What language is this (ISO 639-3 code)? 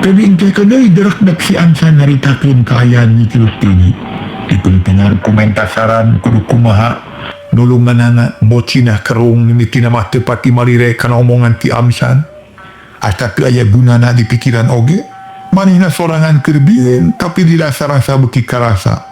sun